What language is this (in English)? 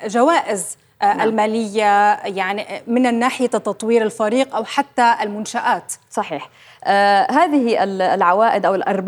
North Levantine Arabic